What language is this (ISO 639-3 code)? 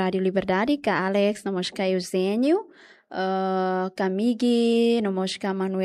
tet